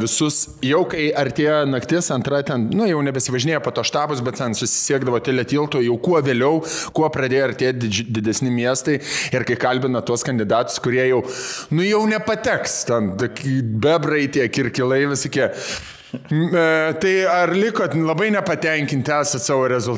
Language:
Lithuanian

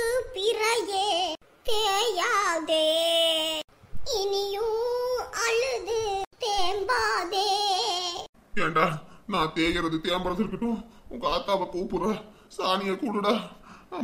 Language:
Tamil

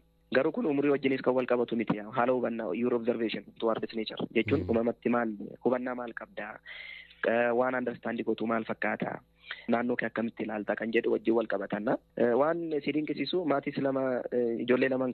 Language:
Oromo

